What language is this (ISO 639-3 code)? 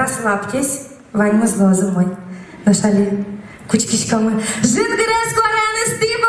udm